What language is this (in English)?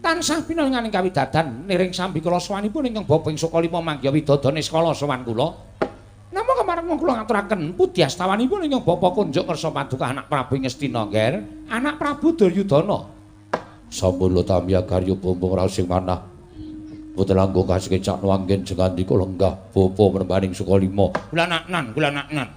Javanese